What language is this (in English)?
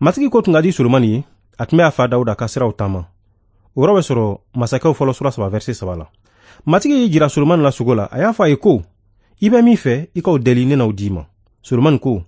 Bambara